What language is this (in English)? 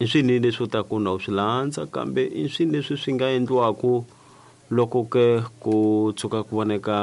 Tsonga